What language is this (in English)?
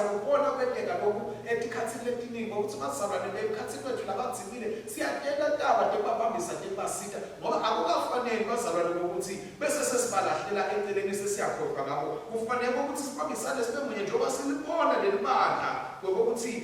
Swati